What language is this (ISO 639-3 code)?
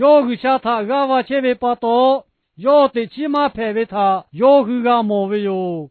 lhu